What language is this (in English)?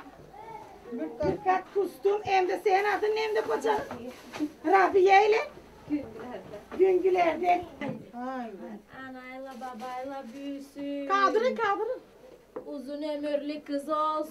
Turkish